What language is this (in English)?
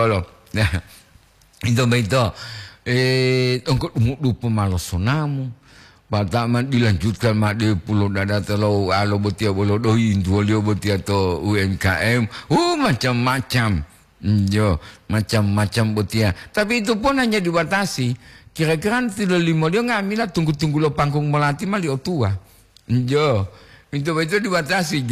Gorontalo